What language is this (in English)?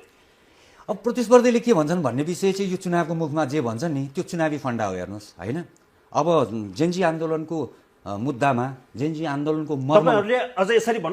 Nepali